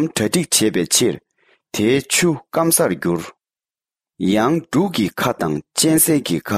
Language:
Tibetan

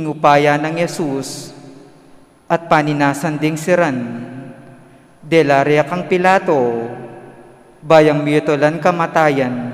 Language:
Pampanga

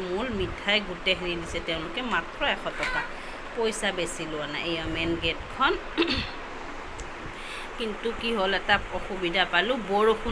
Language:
Assamese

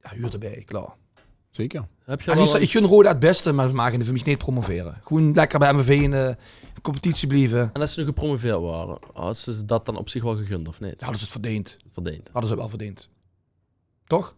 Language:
Limburgish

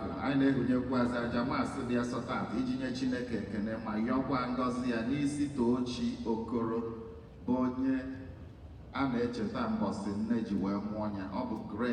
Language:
Igbo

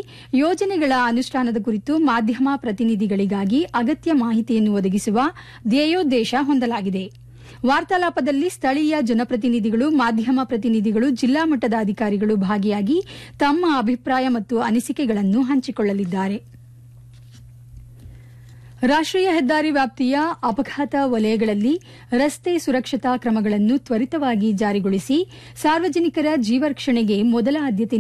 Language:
Kannada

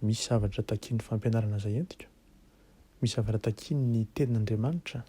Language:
Malagasy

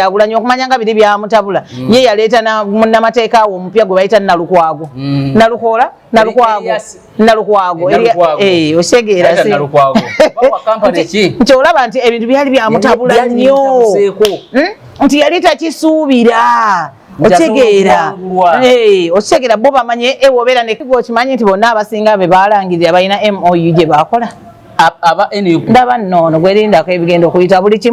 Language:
Ganda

